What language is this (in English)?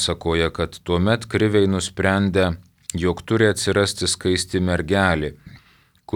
Lithuanian